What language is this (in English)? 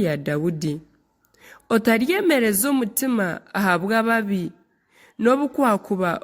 Nyankole